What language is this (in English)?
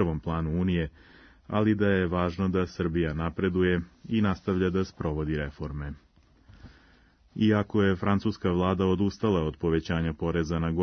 Serbian